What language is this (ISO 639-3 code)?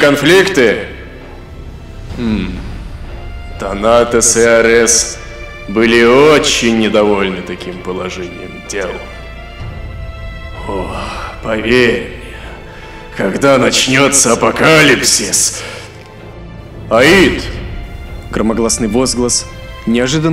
rus